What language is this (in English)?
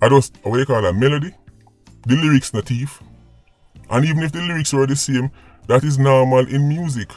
Jamaican Creole English